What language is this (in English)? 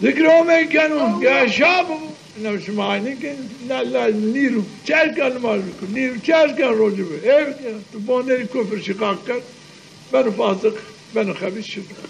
Zaza